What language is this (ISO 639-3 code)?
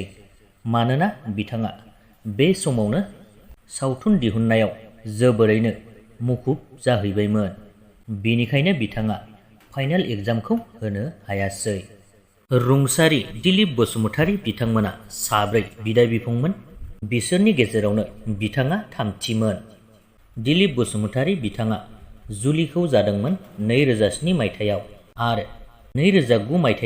brx